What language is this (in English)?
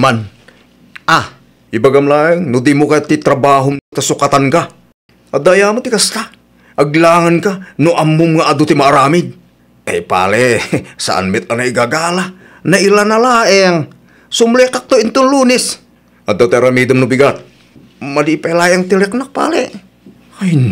Iloko